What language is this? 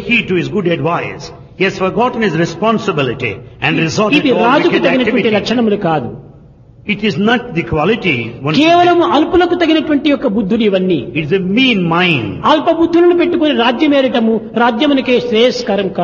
Telugu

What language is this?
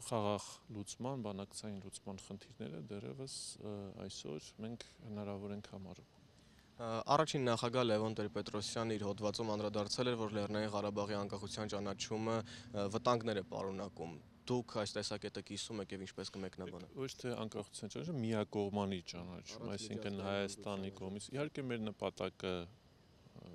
Armenian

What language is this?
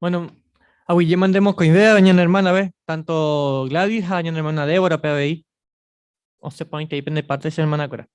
Guarani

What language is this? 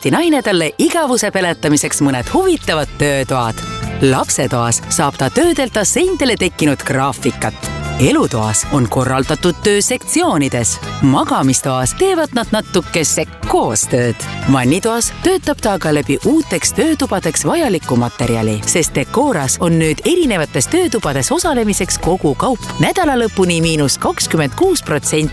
Estonian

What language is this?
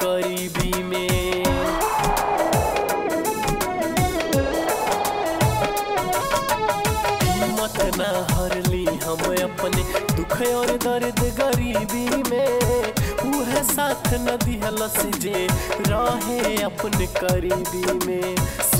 Bhojpuri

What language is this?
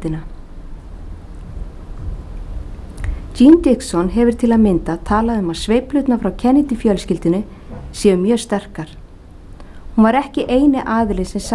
Icelandic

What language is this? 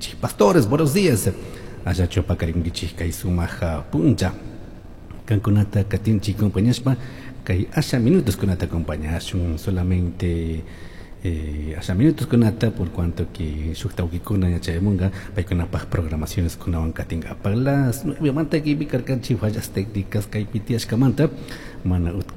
Chimborazo Highland Quichua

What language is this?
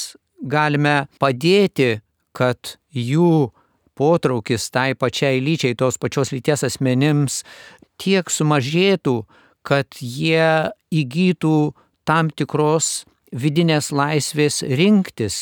Lithuanian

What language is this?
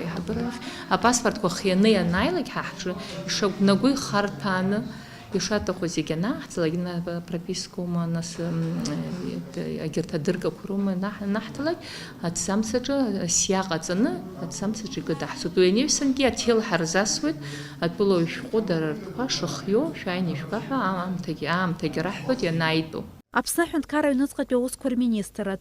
Abkhazian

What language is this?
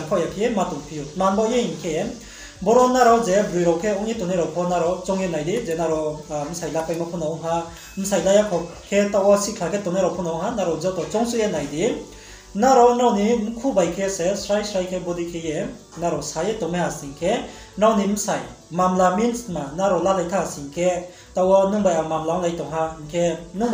Riang (India)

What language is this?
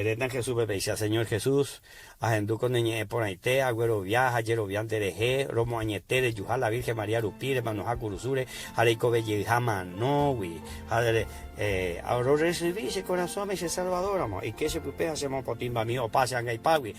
Guarani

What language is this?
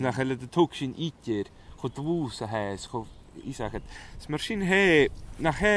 Scottish Gaelic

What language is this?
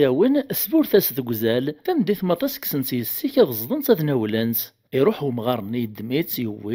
Kabyle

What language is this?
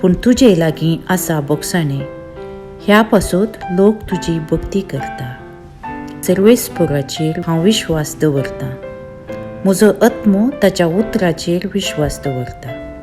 Konkani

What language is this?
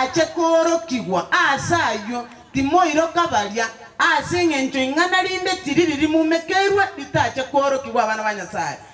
Gusii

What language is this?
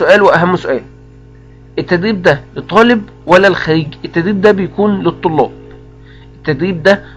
Egyptian Arabic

